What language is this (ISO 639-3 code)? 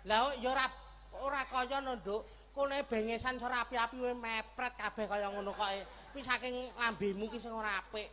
jav